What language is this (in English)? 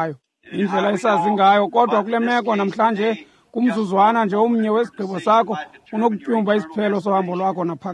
Xhosa